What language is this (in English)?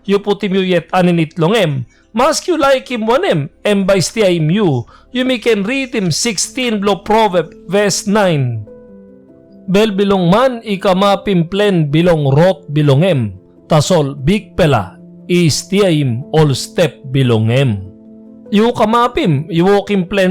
Tok Pisin